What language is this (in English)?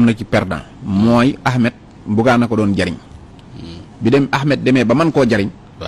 Wolof